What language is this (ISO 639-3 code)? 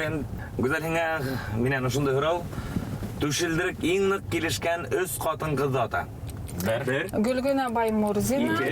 bak